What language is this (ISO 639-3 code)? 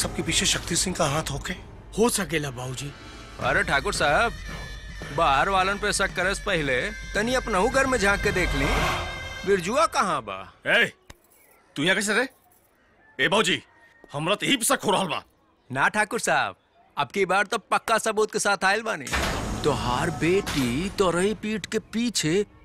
bho